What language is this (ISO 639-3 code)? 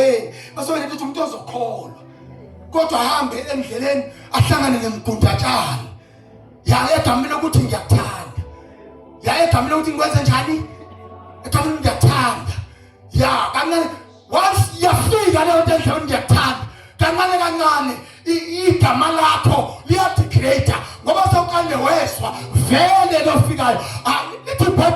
zul